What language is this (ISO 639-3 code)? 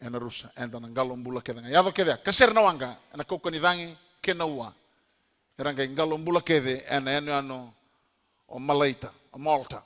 fij